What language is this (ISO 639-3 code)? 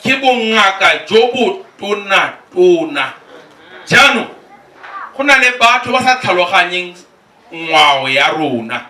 tsn